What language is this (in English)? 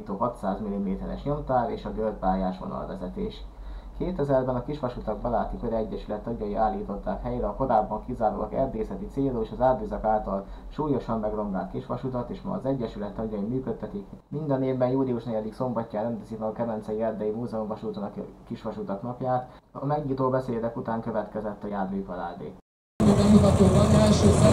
Hungarian